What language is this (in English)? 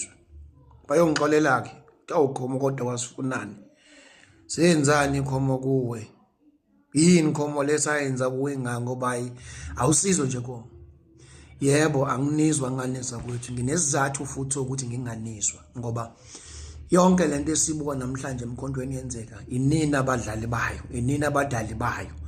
Zulu